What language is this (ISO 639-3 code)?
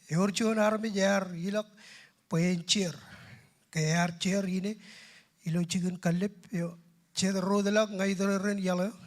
mah